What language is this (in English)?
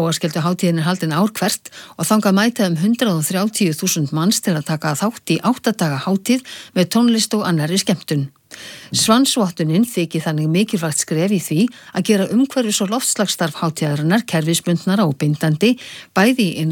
Icelandic